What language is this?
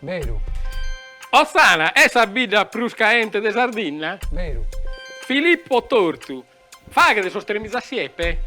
Sardinian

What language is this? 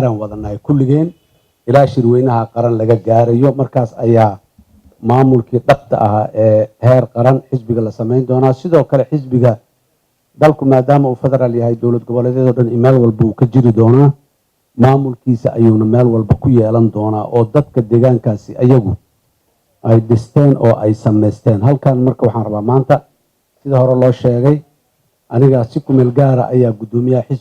Somali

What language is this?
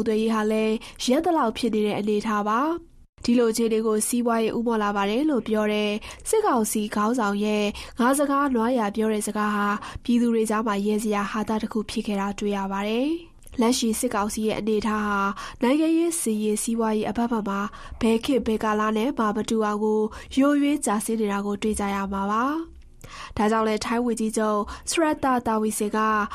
Burmese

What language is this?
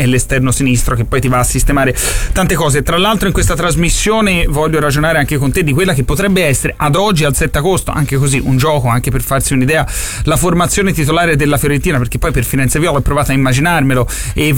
Italian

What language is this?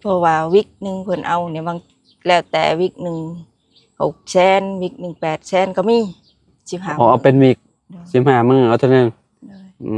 Lao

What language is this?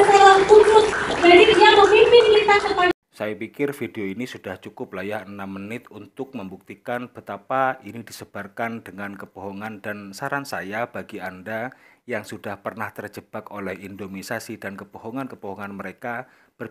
Indonesian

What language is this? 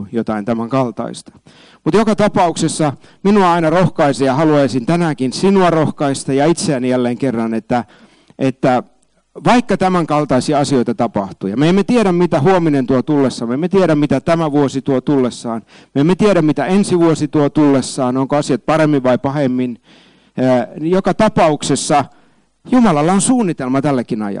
Finnish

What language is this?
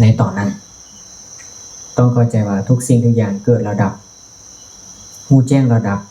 Lao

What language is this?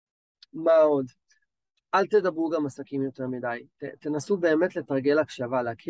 Hebrew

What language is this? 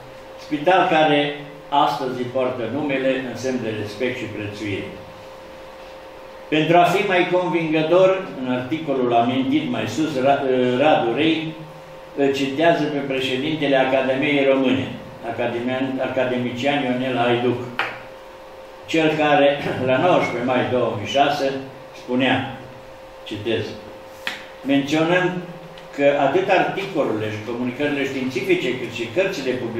Romanian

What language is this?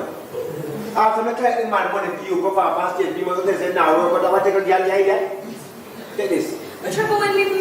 Jamaican Creole English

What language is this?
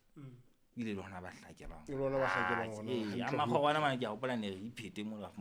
Southern Sotho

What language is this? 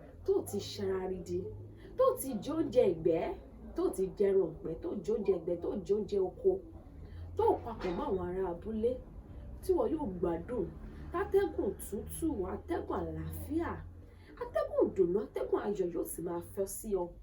Yoruba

